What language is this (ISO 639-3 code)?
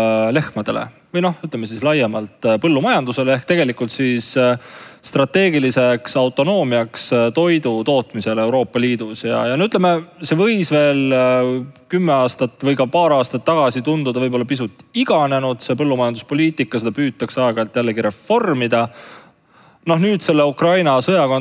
est